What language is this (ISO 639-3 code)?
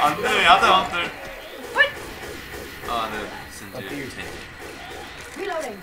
fao